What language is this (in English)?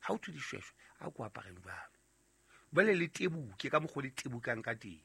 Southern Sotho